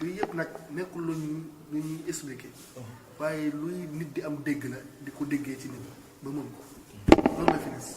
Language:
Wolof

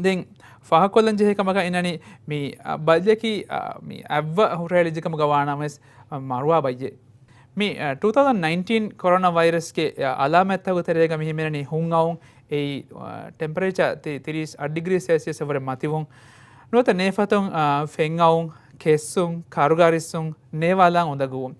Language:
Divehi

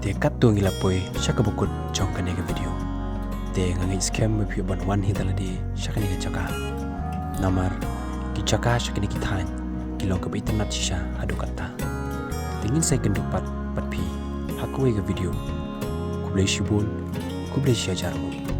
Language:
Khasi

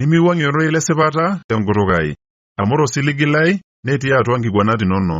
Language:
Masai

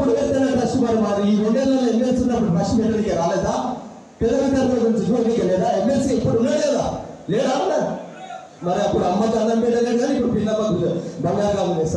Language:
Telugu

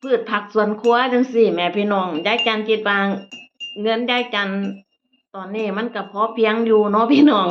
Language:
Northeastern Thai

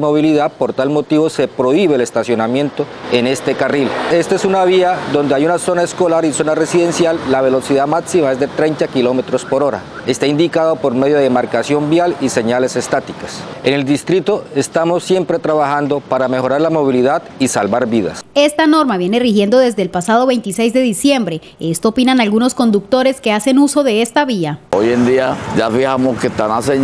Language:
Spanish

